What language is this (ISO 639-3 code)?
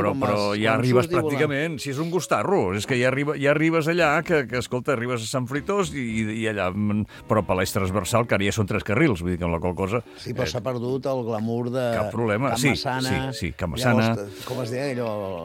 cat